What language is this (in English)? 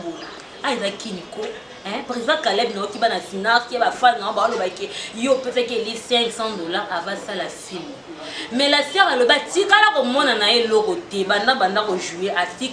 Lingala